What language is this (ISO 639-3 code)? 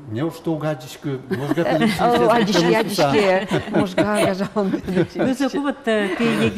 udm